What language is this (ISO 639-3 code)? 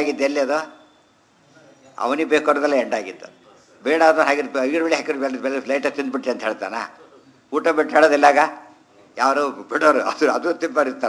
kan